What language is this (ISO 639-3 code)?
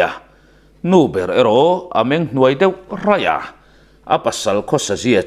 lus